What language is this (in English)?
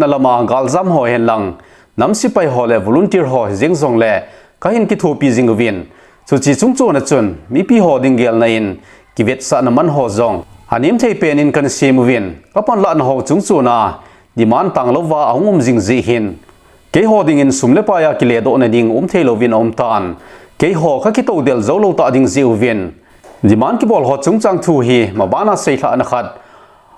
Thado Chin